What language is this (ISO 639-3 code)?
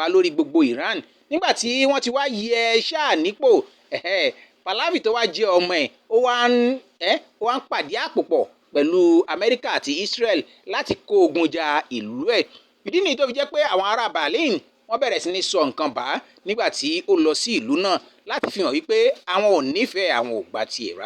yor